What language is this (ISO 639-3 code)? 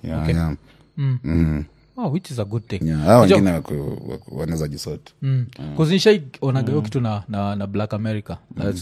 swa